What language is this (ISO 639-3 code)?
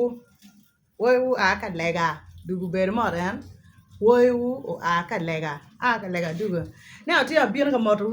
ach